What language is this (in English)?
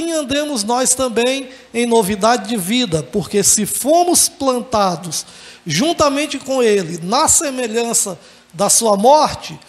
Portuguese